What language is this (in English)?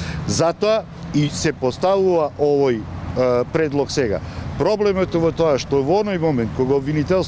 Macedonian